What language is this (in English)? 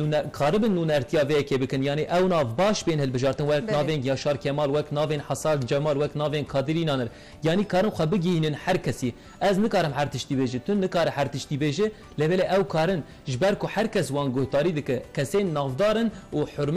Kurdish